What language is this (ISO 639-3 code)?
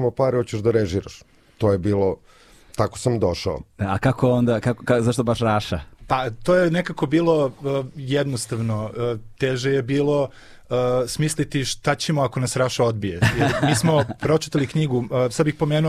srp